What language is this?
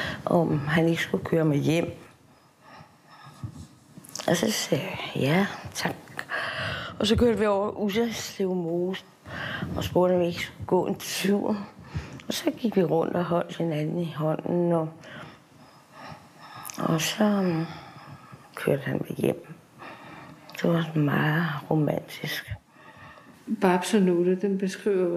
Danish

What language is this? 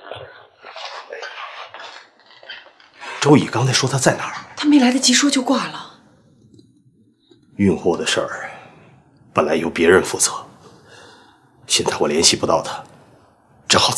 Chinese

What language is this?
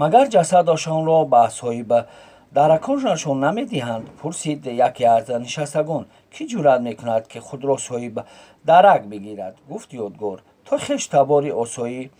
Tajik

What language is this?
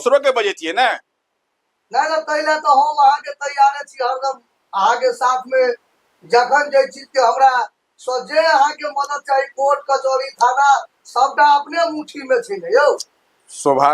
Maithili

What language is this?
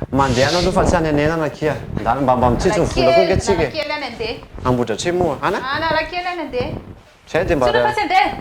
Malagasy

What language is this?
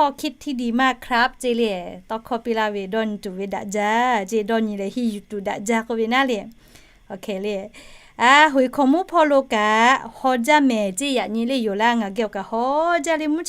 Lahu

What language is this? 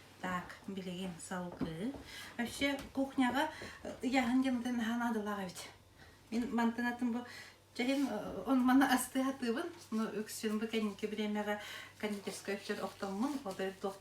Yakut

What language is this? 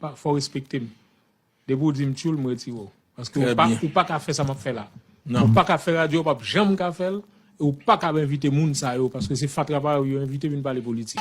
Haitian Creole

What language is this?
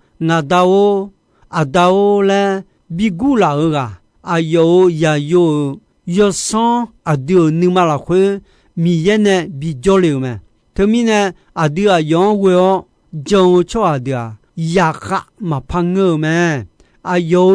Akha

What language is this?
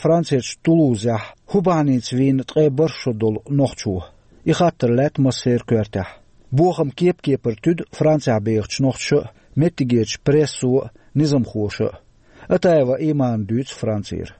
Chechen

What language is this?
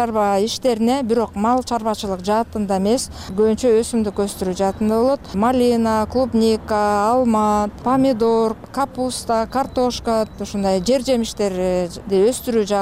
Kyrgyz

